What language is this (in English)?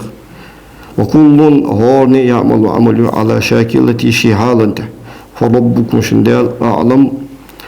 Ingush